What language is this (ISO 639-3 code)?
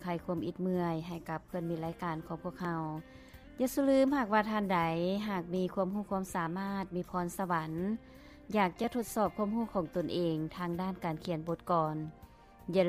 lao